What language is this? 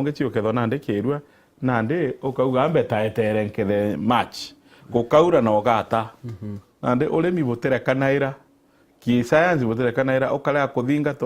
Meru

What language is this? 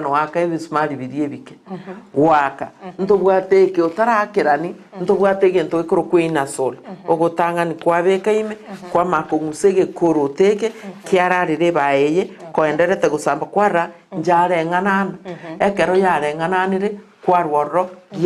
Gusii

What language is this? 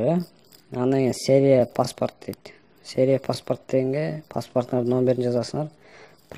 Kyrgyz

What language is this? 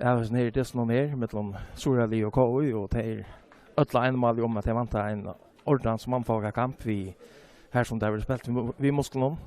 Faroese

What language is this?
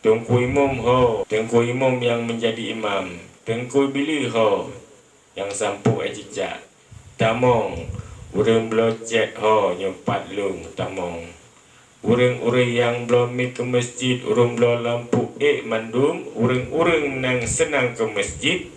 Achinese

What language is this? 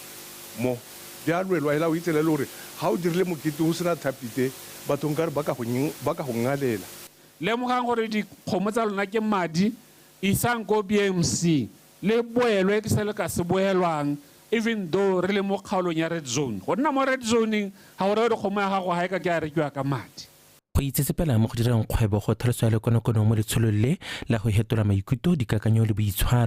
Tswana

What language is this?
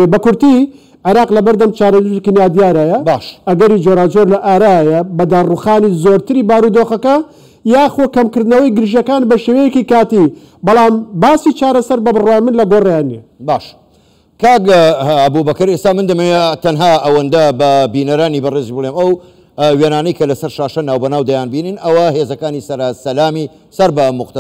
Central Kurdish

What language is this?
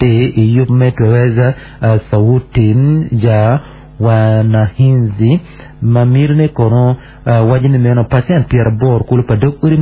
Acoli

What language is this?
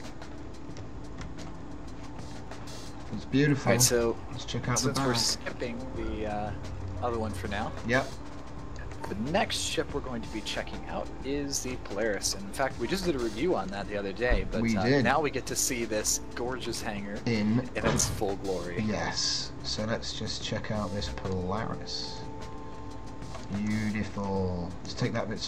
English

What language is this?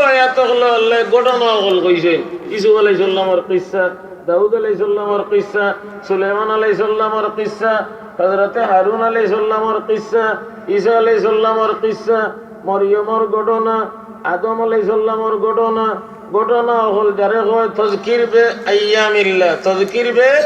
Sylheti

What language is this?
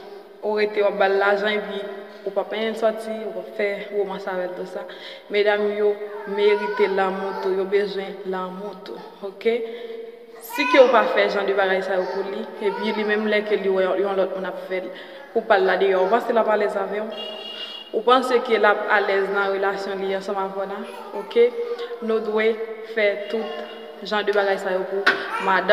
Haitian Creole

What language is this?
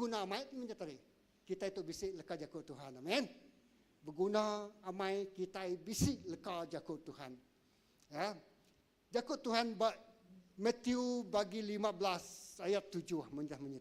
Iban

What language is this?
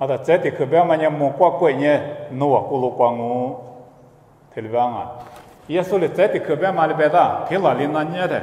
Lisu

